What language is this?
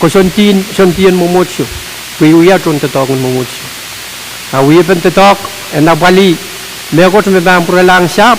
Pohnpeian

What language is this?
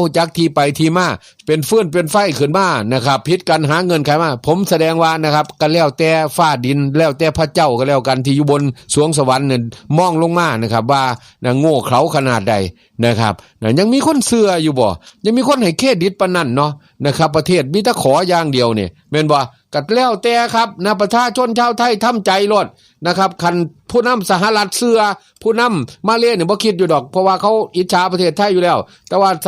Northeastern Thai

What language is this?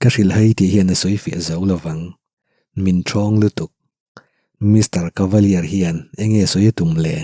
Mizo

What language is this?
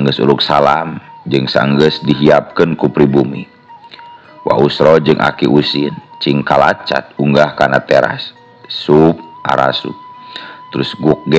Sundanese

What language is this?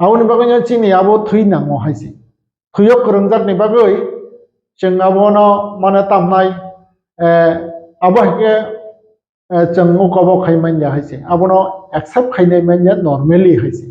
Kok Borok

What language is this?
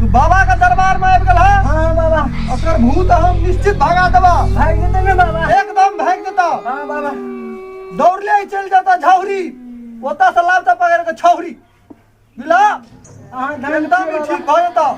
Maithili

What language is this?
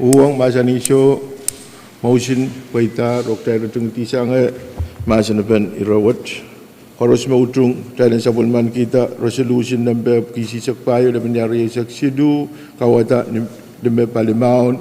Pohnpeian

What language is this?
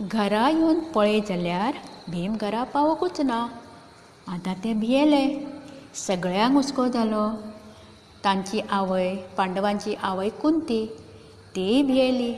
Konkani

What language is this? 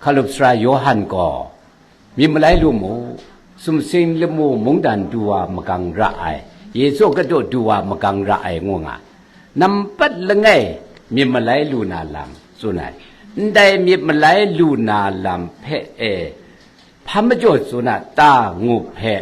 Kachin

